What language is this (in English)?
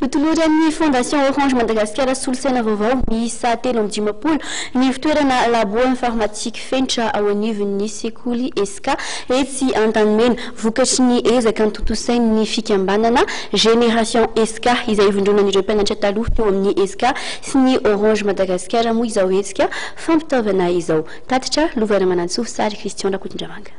Malagasy